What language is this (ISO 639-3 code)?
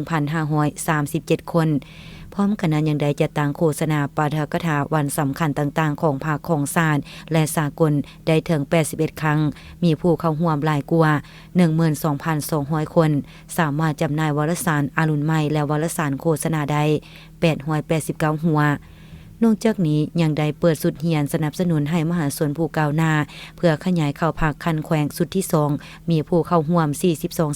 lao